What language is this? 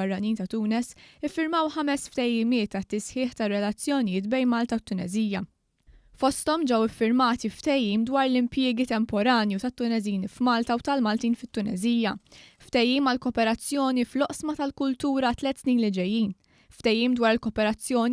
Maltese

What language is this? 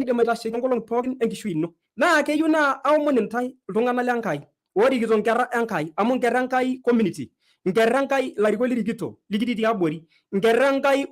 Masai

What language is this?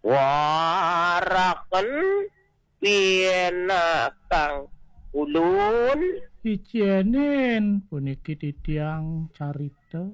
Balinese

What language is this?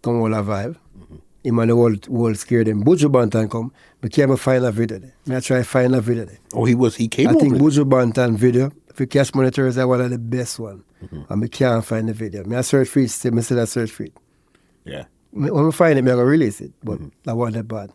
Jamaican Creole English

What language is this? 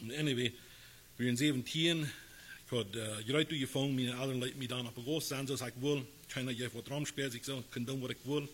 Plautdietsch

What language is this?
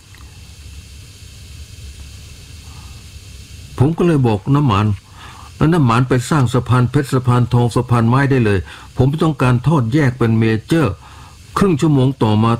Thai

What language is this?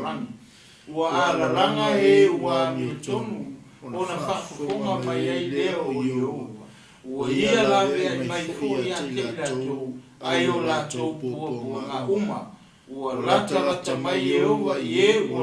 Samoan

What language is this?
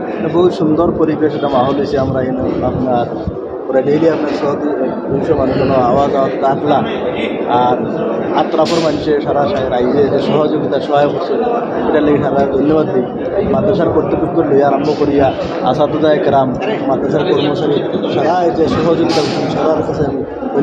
Sylheti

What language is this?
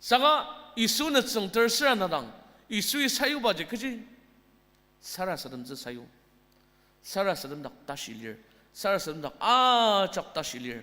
Ao Naga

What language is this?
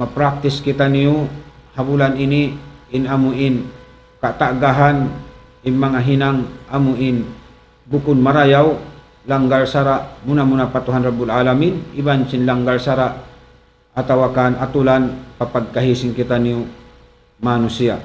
Tausug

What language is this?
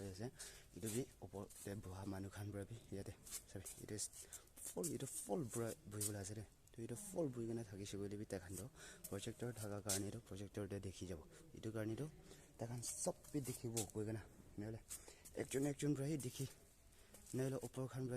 Naga Pidgin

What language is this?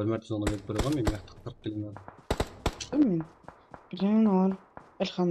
Kara-Kalpak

